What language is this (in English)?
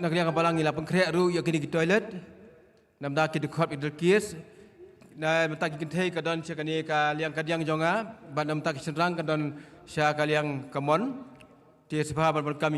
Khasi